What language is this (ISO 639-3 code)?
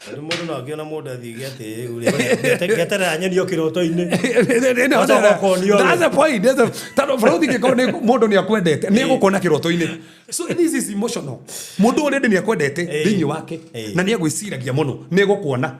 kik